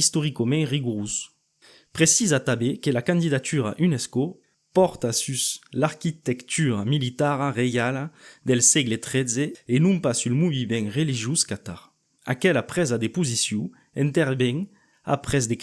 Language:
Occitan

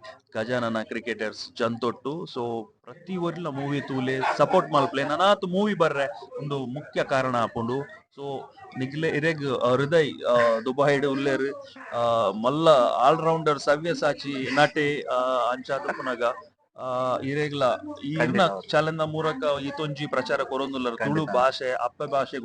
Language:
Tulu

